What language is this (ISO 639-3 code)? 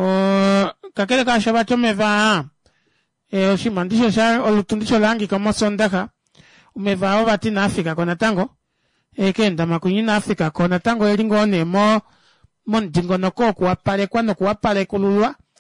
kua